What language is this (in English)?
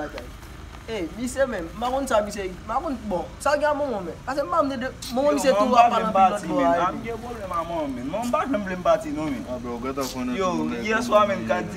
Haitian Creole